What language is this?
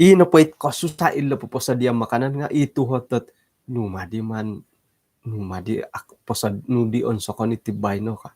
Central Dusun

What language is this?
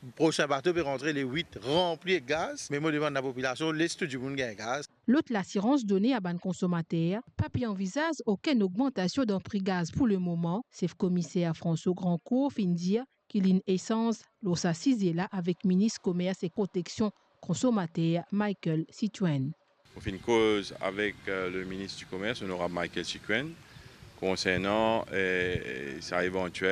Morisyen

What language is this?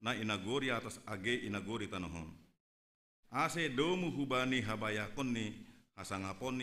Batak Simalungun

